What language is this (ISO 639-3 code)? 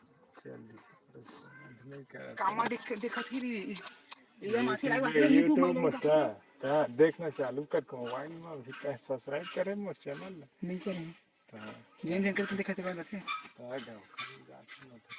hne